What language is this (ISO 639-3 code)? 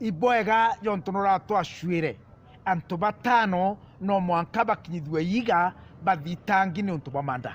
mer